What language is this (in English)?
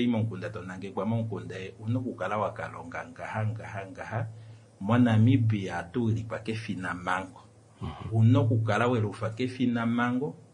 Kuanyama